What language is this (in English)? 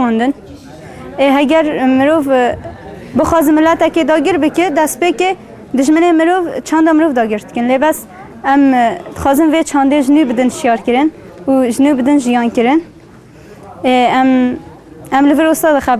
Kurdish